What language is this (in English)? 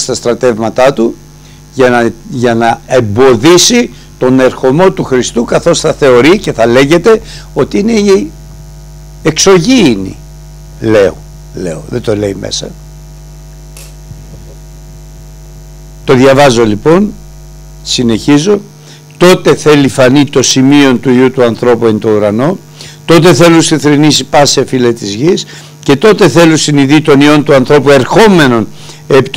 Greek